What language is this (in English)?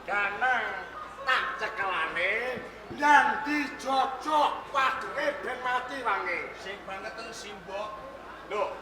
Javanese